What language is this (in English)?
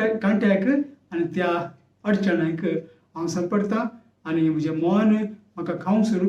Konkani